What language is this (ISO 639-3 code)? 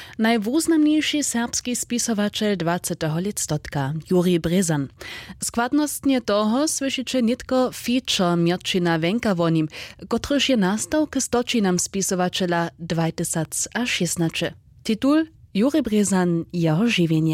hsb